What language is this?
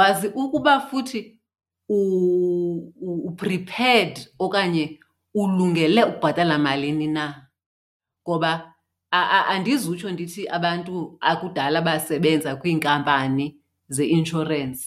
Xhosa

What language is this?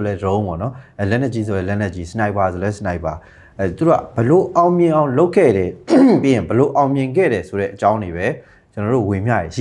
Burmese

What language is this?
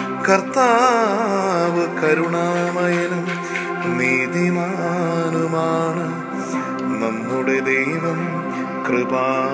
Malayalam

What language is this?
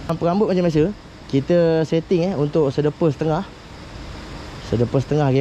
Malay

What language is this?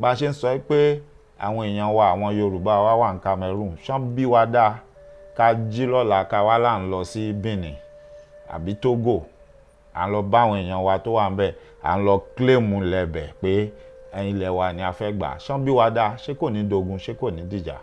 Yoruba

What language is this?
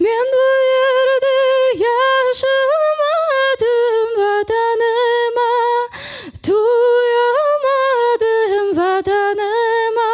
Crimean Tatar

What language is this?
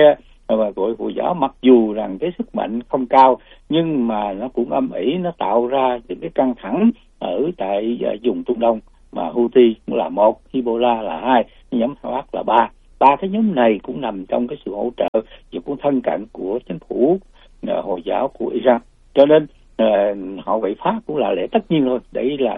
Vietnamese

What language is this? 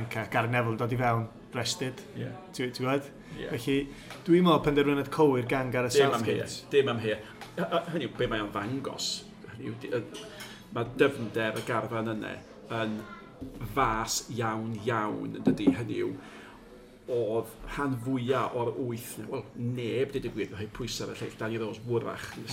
Welsh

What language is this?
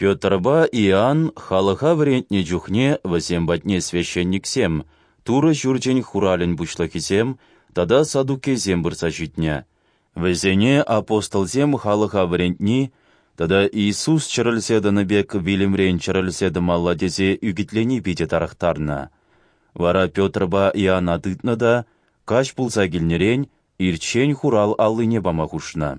Chuvash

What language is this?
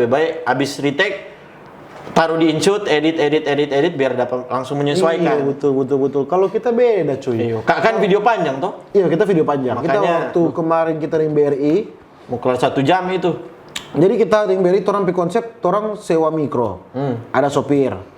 Manado Malay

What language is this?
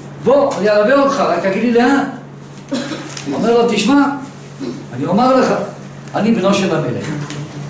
Hebrew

